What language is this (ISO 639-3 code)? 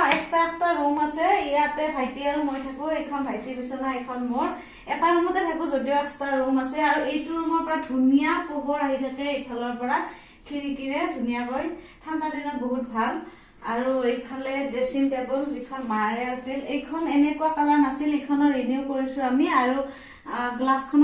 asm